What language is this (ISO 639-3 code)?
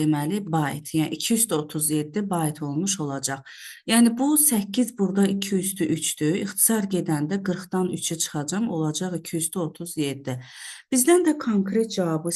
aze